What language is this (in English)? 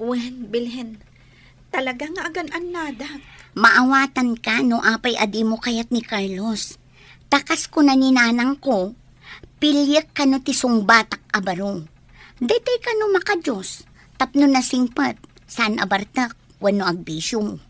Iloko